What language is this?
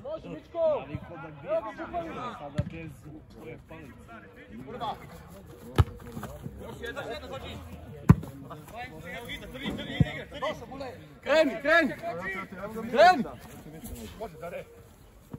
Serbian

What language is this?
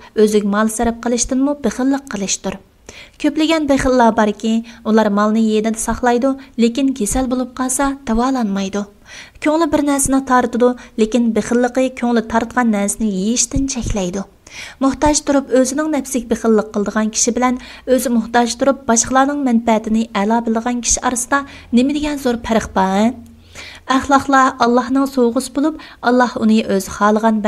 Uyghur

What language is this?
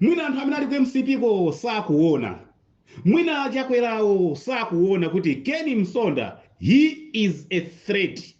Nyanja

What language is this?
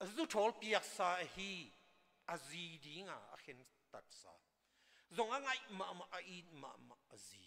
Tedim Chin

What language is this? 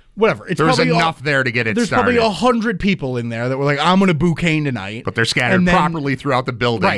English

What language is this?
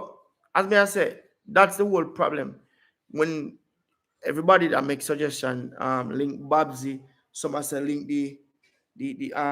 Jamaican Creole English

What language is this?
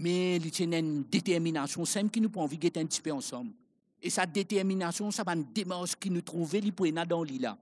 Morisyen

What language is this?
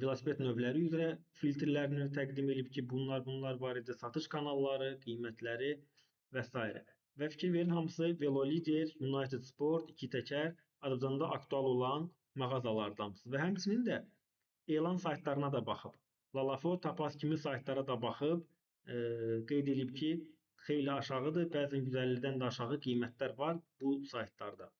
Azerbaijani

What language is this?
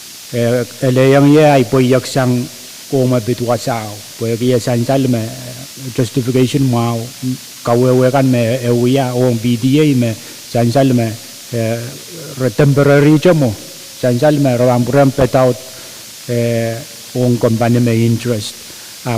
Pohnpeian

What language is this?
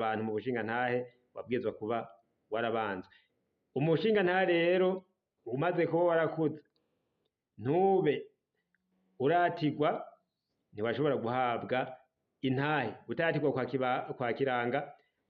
Rundi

